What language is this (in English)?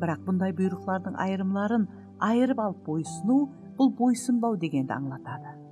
Kara-Kalpak